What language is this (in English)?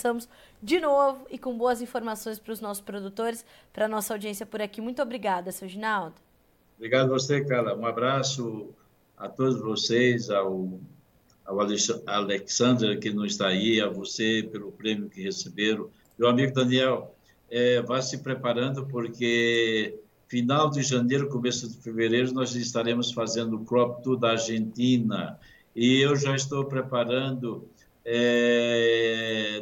Portuguese